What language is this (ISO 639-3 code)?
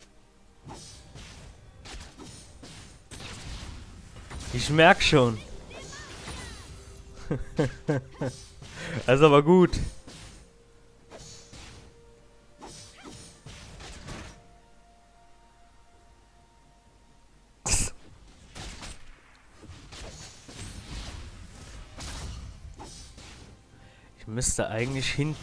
deu